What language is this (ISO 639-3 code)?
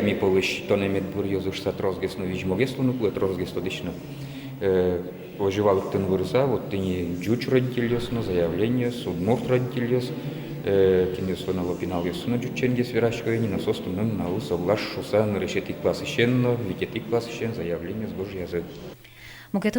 udm